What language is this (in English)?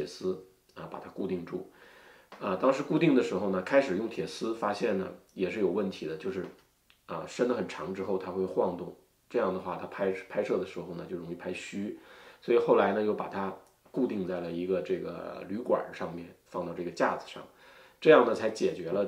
Chinese